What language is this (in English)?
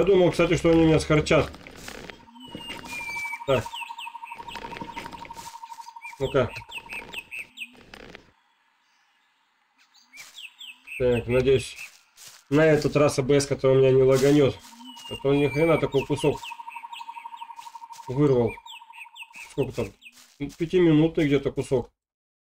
Russian